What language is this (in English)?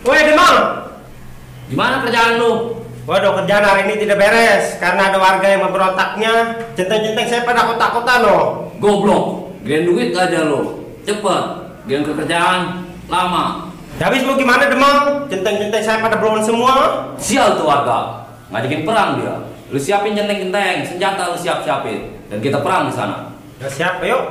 Betawi